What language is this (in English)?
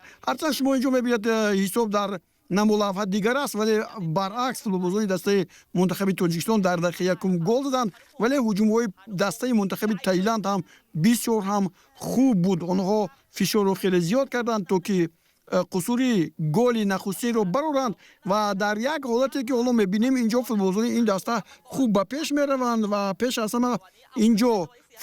Tajik